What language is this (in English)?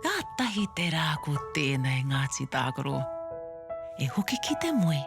Māori